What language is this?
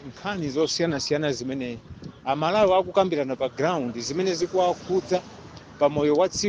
Nyanja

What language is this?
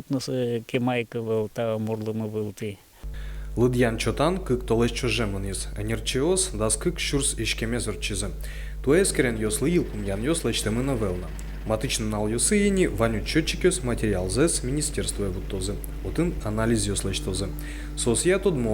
Udmurt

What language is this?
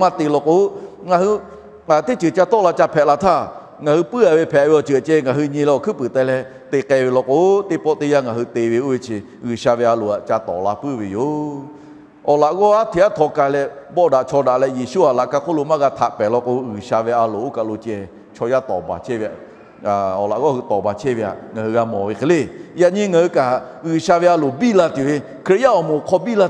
Lahu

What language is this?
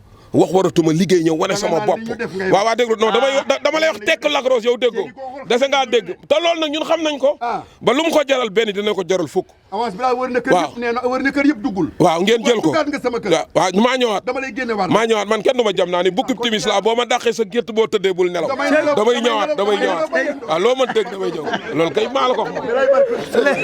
Wolof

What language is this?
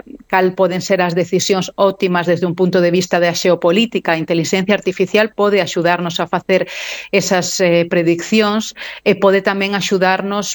Galician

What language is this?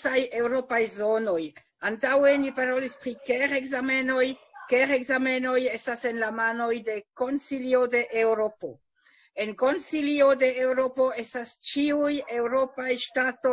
Esperanto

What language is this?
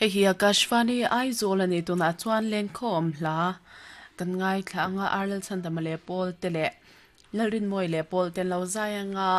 Mizo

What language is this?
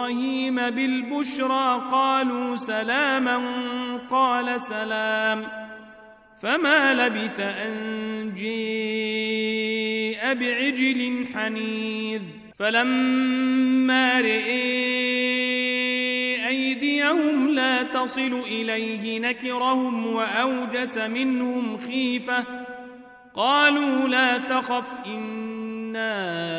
Arabic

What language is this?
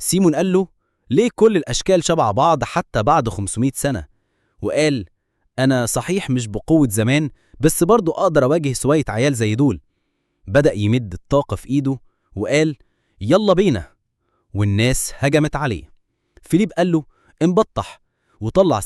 Egyptian Arabic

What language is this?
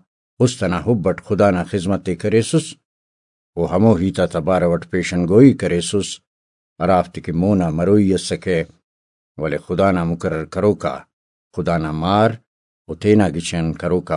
Brahui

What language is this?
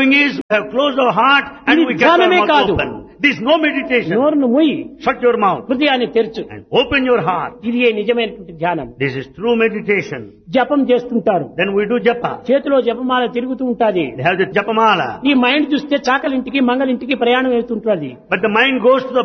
Telugu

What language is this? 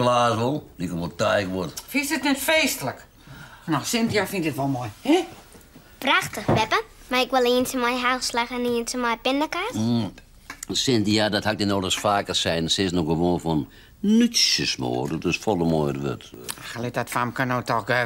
Western Frisian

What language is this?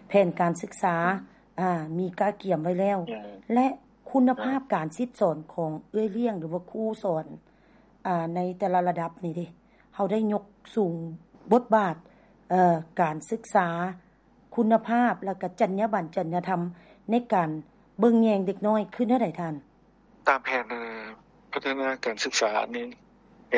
Lao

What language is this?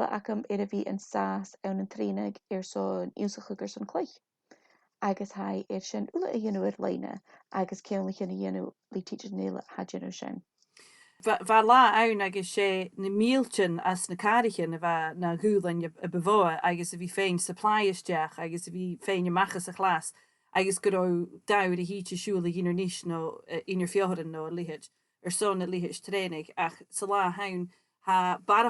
Scottish Gaelic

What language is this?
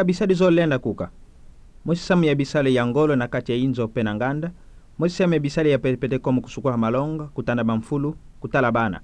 Kituba (Democratic Republic of Congo)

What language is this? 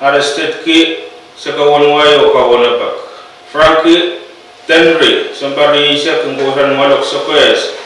Pohnpeian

